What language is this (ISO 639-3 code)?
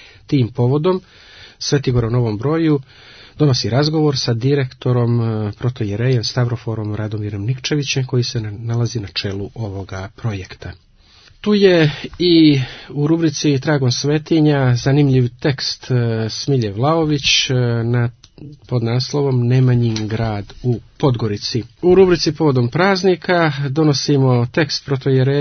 srp